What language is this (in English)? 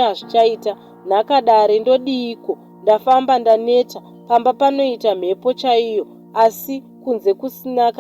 Shona